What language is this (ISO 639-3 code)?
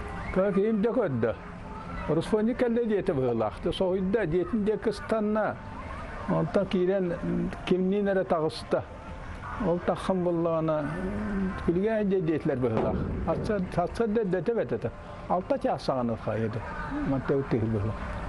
sah